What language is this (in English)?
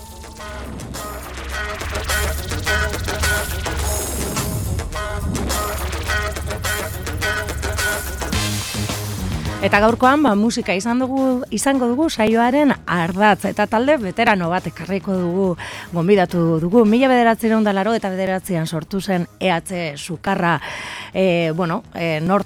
Basque